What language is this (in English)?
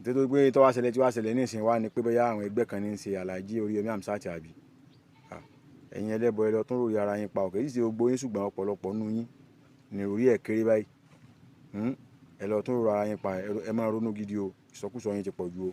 Yoruba